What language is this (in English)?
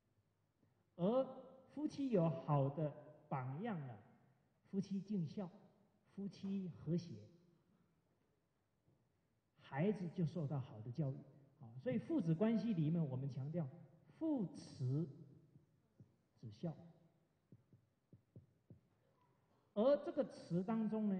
Chinese